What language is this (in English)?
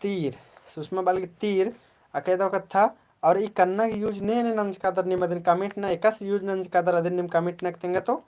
Kurukh